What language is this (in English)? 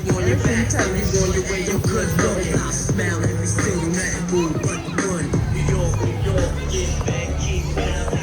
Tibetan